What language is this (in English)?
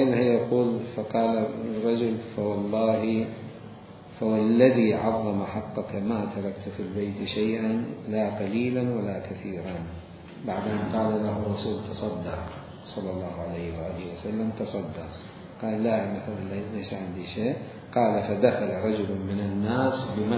Mesopotamian Arabic